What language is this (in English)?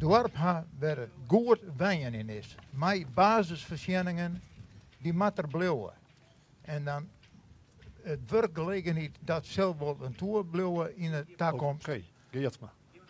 Western Frisian